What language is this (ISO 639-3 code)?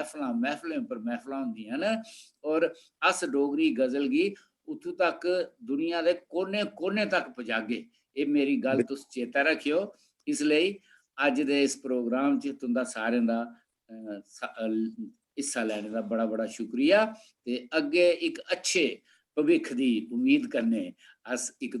doi